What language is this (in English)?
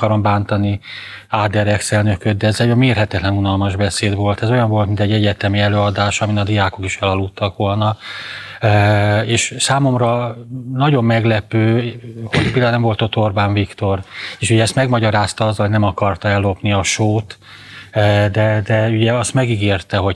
Hungarian